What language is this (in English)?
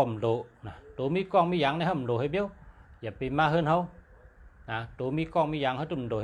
Shan